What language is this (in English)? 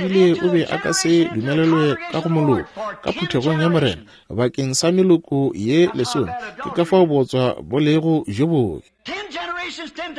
Northern Sotho